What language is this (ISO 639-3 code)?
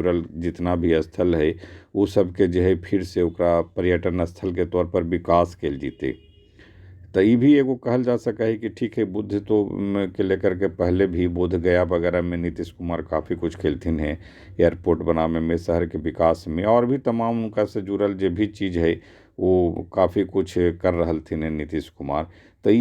mag